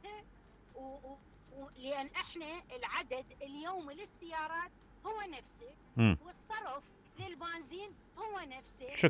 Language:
Mesopotamian Arabic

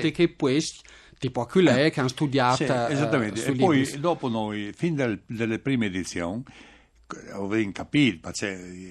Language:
Friulian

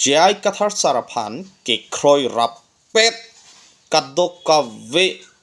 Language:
Karbi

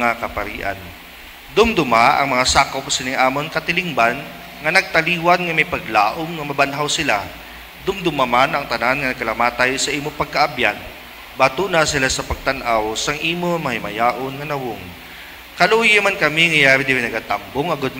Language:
Hiligaynon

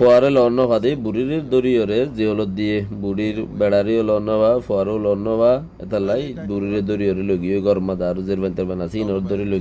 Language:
Rohingya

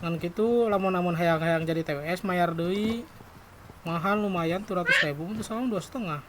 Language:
Sundanese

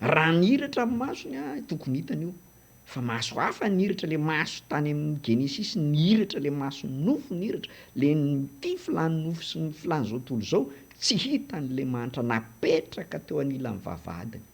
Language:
Malagasy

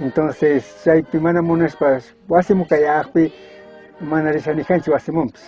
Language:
Chimborazo Highland Quichua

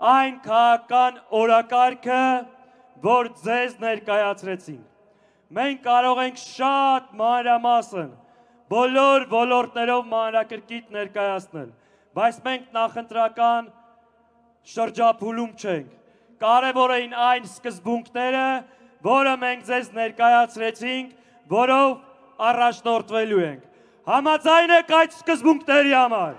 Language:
Armenian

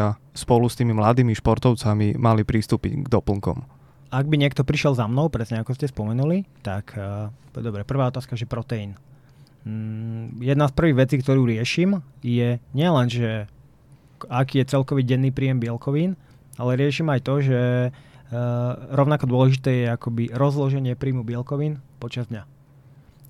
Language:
Slovak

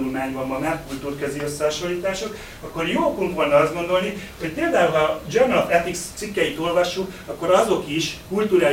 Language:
Hungarian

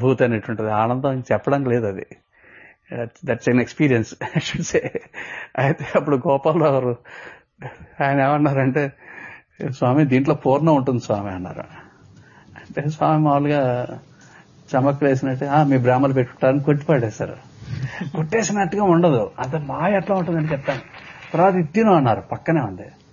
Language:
Telugu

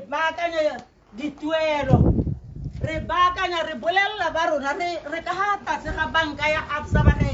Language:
Tswana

